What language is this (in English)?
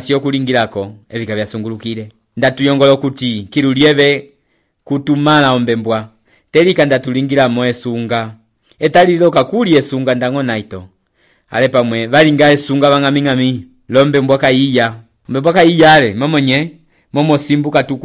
Umbundu